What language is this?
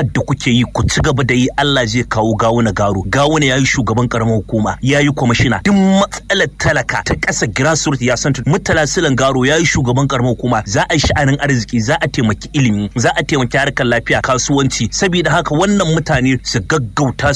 Hausa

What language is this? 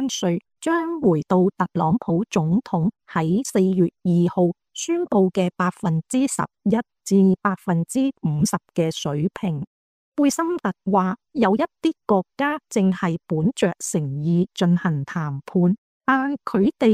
Cantonese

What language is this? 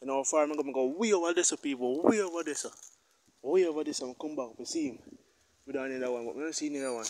Jamaican Creole English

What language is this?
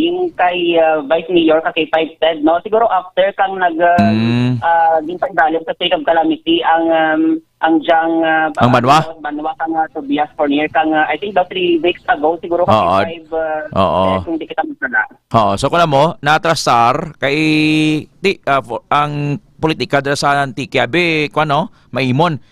Hiligaynon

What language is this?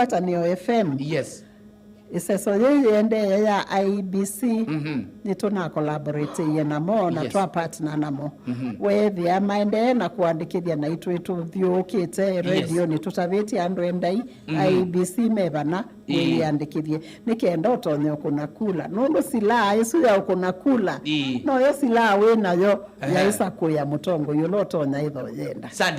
Kamba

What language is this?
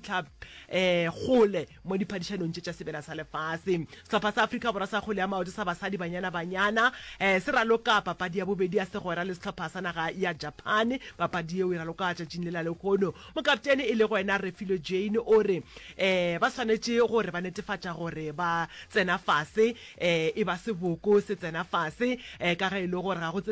Northern Sotho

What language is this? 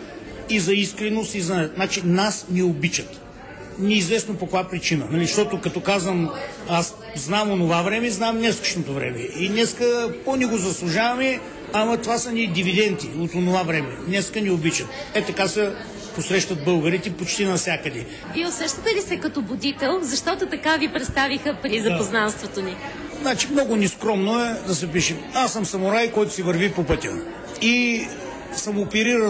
Bulgarian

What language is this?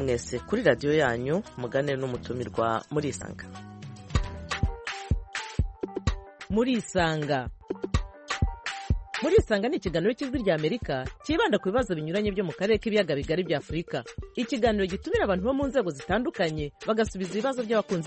Kinyarwanda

